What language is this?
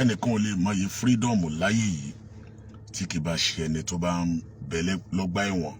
Yoruba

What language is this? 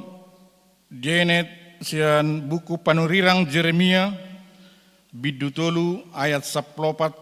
Batak Toba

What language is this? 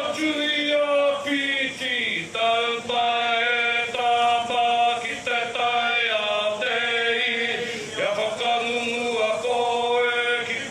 Māori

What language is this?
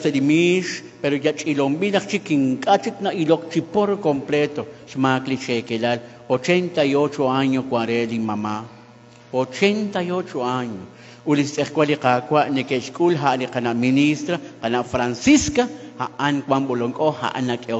Kekchí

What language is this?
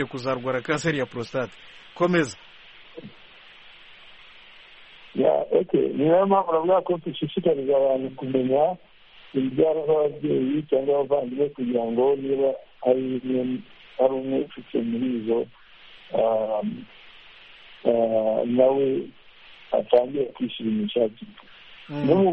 Kinyarwanda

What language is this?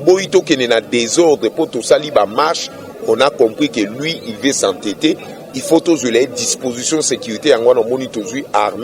Lingala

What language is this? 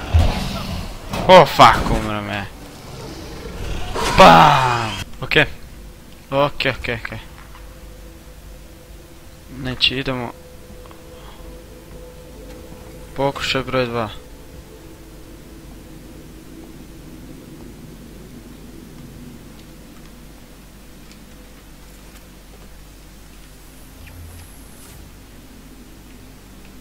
Croatian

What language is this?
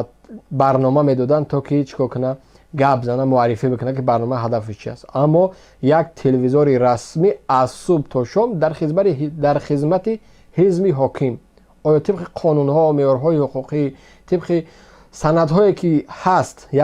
Tajik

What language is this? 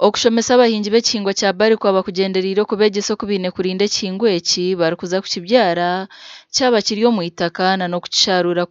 Nyankole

